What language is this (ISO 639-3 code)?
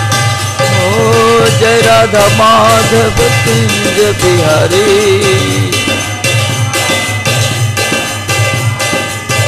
ori